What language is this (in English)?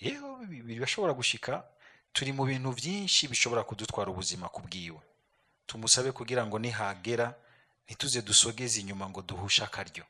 Rundi